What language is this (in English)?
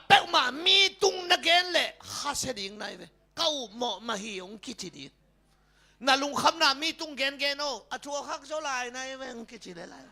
Tedim Chin